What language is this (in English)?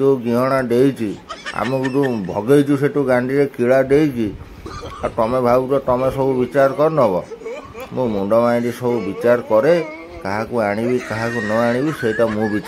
Odia